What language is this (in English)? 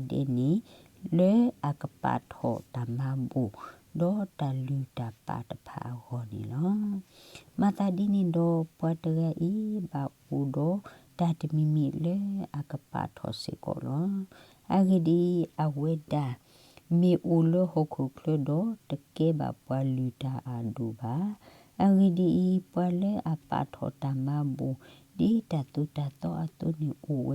S'gaw Karen